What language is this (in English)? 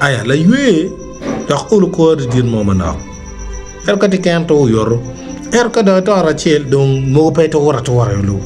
Acoli